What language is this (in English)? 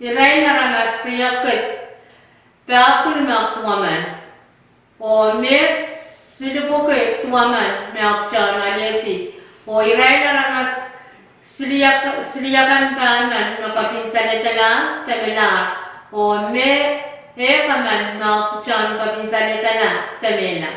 Pohnpeian